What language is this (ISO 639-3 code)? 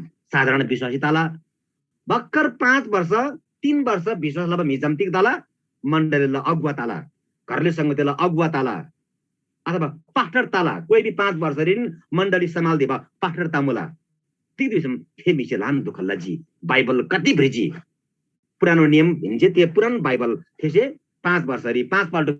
taj